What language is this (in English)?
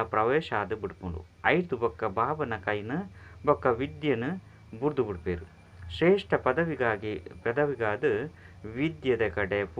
Tulu